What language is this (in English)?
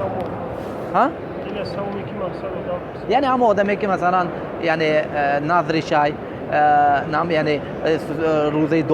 Tajik